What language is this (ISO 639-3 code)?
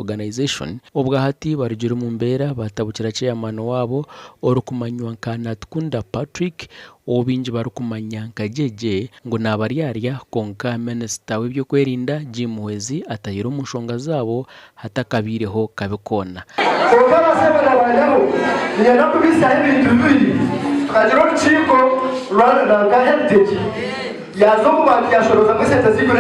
nyn